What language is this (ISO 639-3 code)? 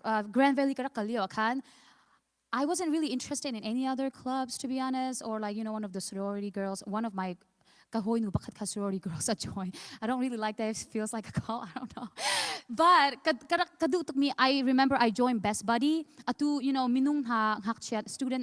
cnh